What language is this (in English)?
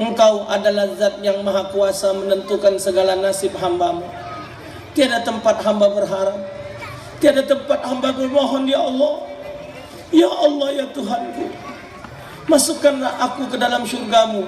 Musi